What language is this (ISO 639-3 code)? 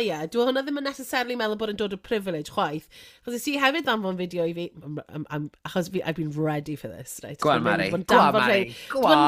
cym